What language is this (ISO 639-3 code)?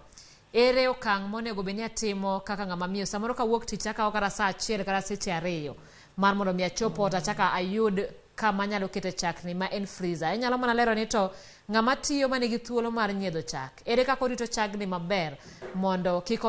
luo